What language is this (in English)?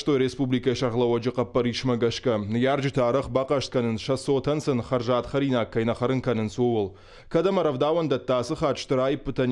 Ossetic